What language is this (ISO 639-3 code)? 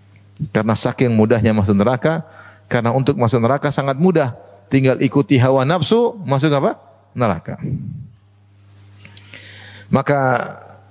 ind